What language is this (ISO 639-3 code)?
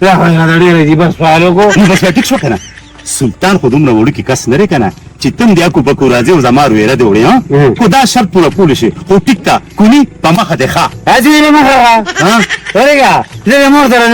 pus